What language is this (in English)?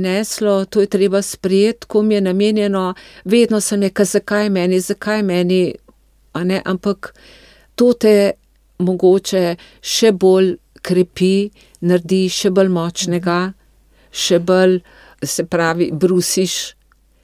Slovenian